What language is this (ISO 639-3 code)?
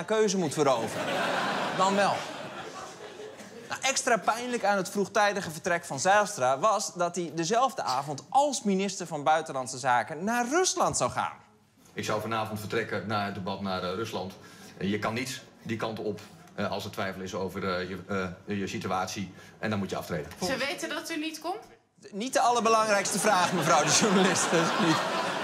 nld